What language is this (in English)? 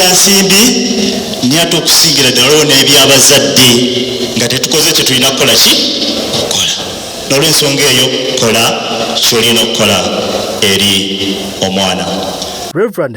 Ganda